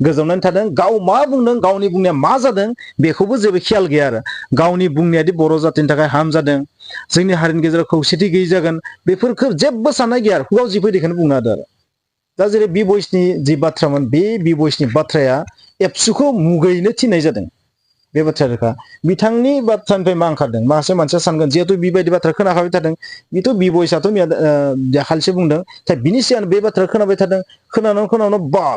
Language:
Bodo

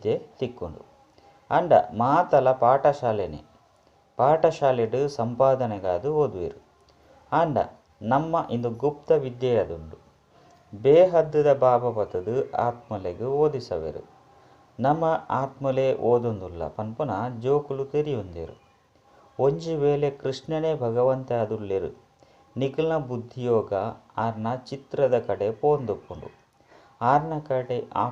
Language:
Tulu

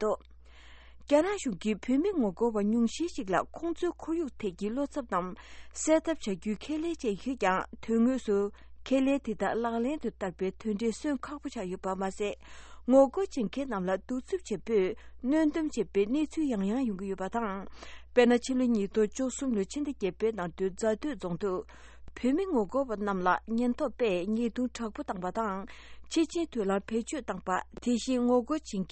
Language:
Tibetan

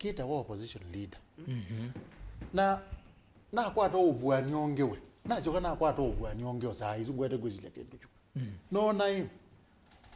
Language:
Kamba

